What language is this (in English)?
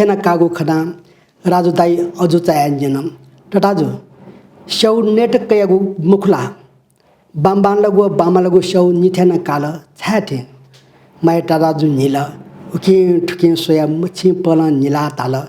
Newari